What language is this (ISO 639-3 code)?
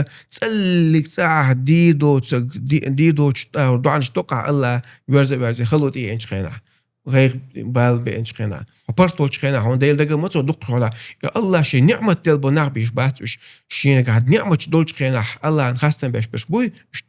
che